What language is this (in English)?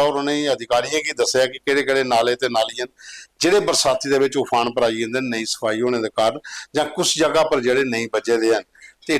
Dogri